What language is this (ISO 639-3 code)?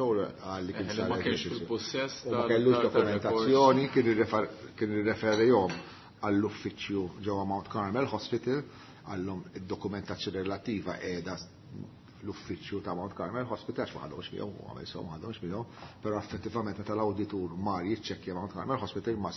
mlt